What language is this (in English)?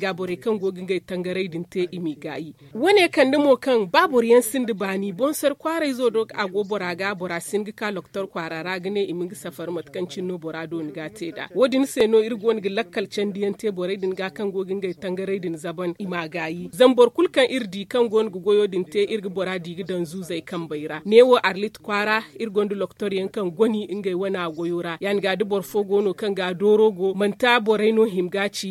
Zarma